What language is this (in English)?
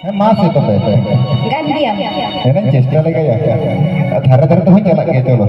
Santali